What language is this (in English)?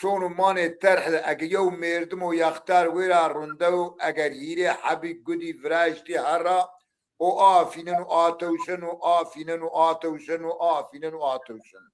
Zaza